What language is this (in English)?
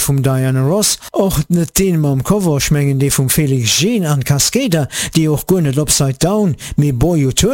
Luxembourgish